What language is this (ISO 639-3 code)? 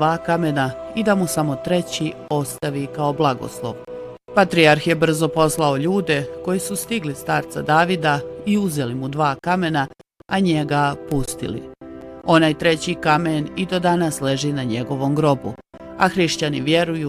bos